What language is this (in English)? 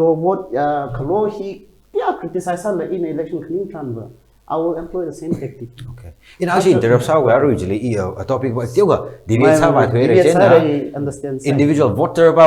Tangkhul Naga (India)